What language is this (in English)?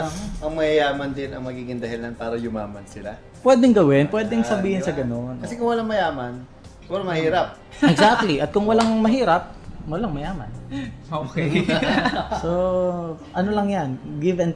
Filipino